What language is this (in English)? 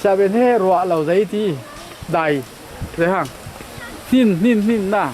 Falam Chin